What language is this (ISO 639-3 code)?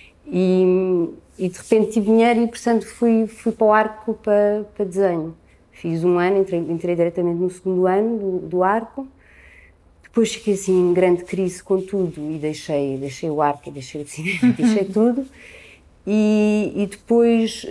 por